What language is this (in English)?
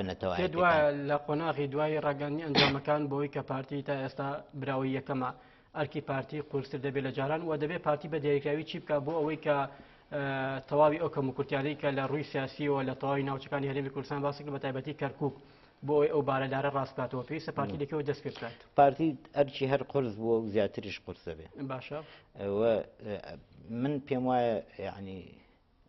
Central Kurdish